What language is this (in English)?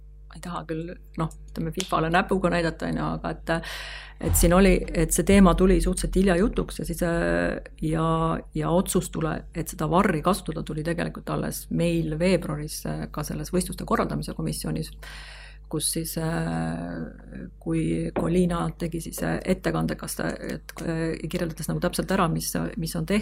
Estonian